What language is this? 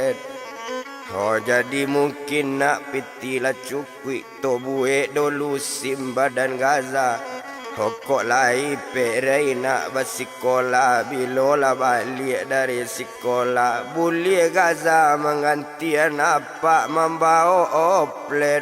Minangkabau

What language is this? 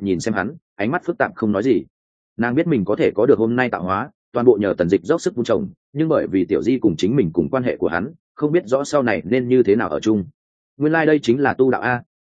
Vietnamese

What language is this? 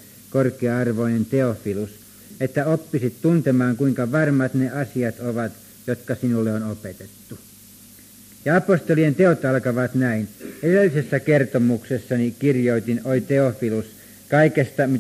Finnish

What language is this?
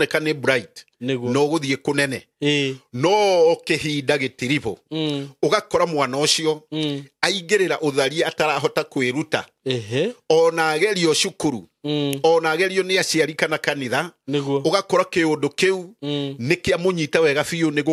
Kikuyu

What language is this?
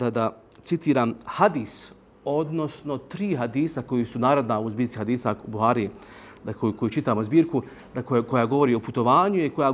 Bosnian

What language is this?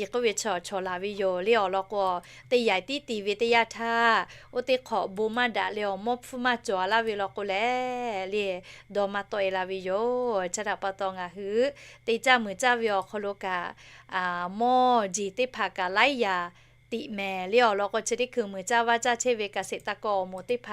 Lahu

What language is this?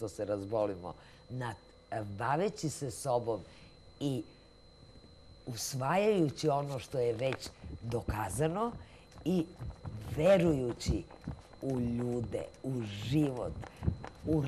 Serbian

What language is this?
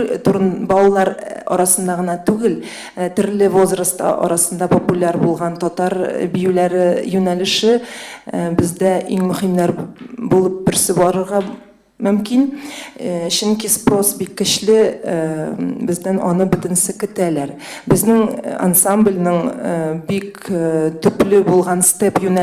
Tatar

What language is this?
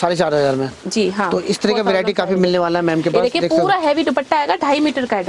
Hindi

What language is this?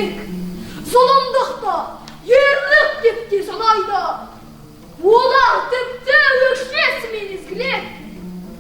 Kazakh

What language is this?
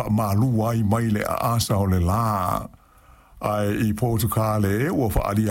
Samoan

